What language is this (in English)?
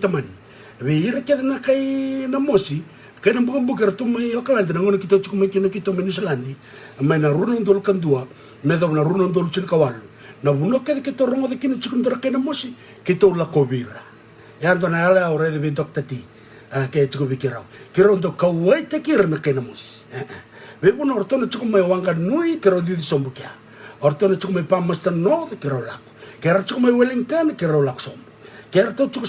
Fijian